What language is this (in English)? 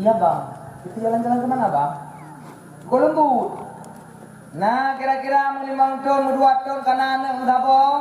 Achinese